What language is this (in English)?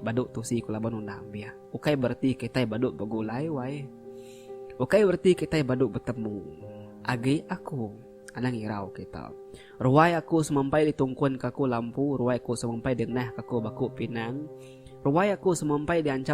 Iban